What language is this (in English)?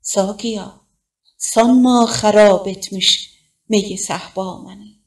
South Azerbaijani